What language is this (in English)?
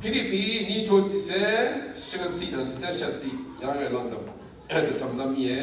Rawang